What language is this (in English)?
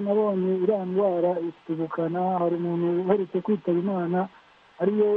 Kinyarwanda